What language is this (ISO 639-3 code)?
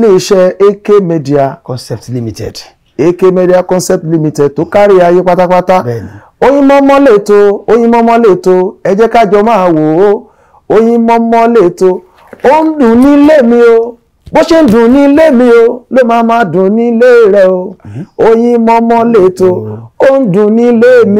yor